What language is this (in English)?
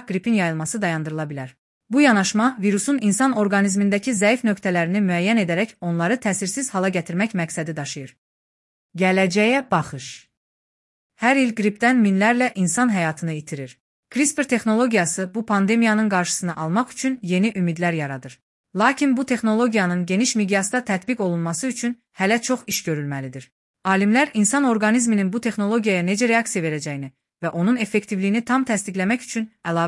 Azerbaijani